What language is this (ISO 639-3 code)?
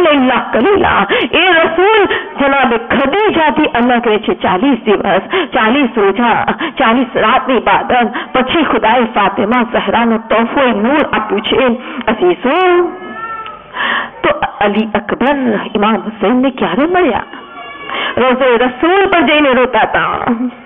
guj